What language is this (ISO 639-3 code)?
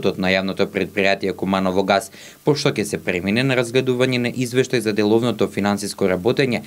mkd